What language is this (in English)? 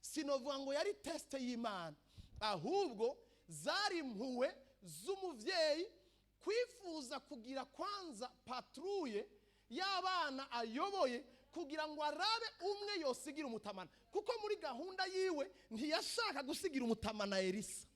Rundi